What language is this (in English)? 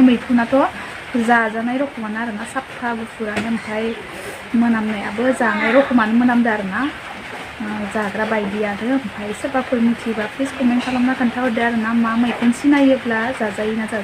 Bodo